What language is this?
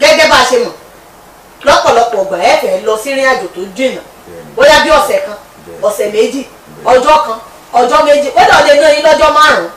Yoruba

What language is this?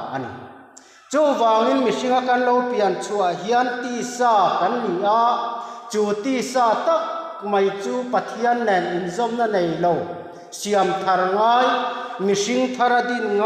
Mizo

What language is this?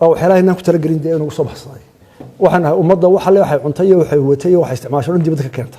Somali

